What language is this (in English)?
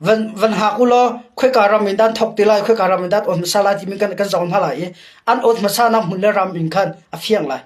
Hakha Chin